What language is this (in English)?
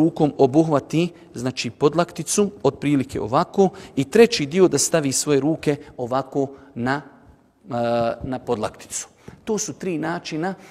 Bosnian